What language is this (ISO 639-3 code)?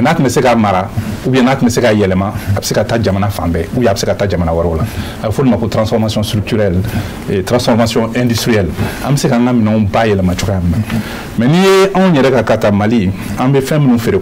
bam